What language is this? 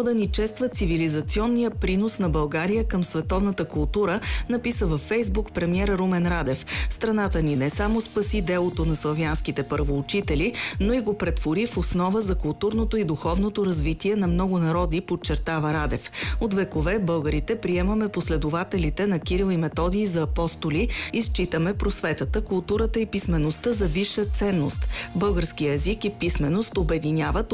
Bulgarian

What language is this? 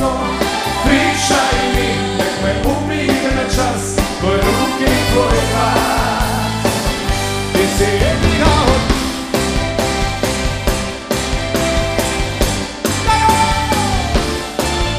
Croatian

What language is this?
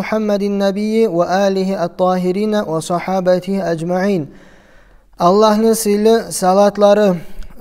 Kumyk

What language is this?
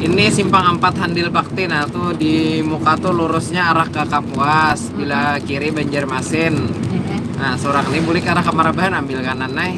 Banjar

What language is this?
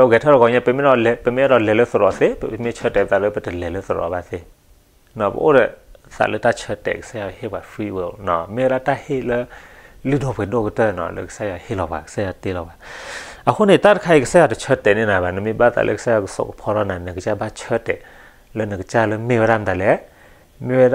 S'gaw Karen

